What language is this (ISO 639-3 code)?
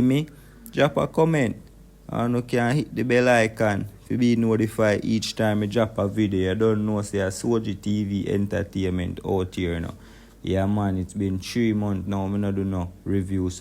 jam